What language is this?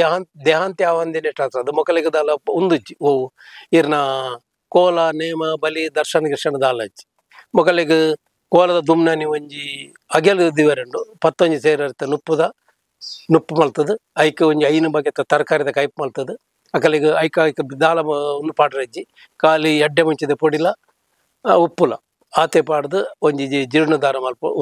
Tulu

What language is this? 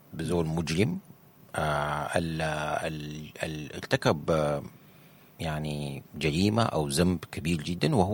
Sudanese Arabic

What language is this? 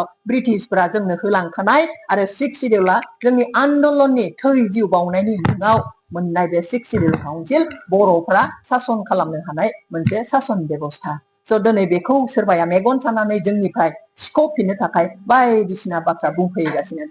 Bodo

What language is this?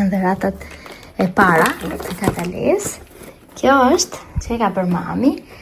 Albanian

